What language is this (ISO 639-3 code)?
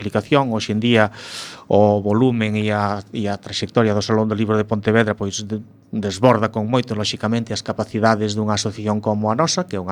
glg